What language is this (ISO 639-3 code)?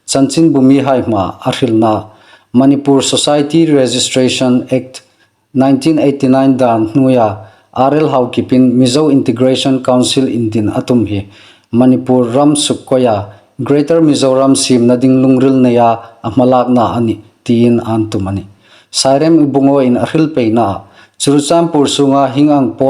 hmr